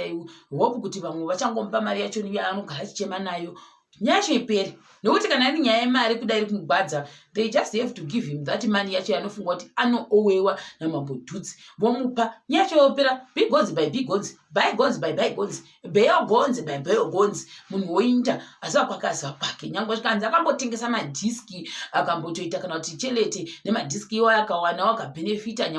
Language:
Shona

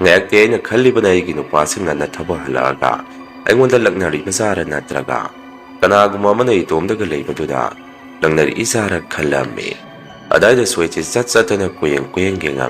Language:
Manipuri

